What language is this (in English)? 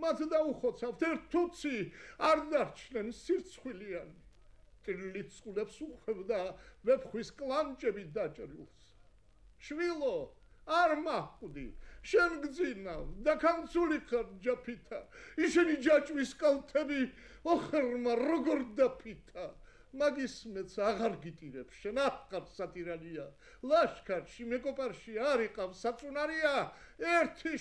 Georgian